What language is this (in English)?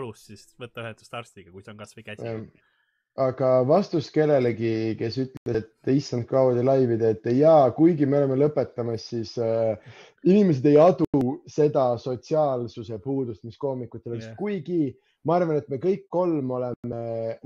Estonian